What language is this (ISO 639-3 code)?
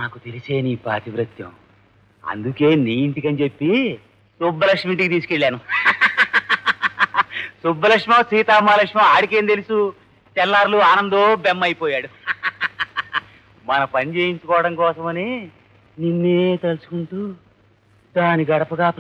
tel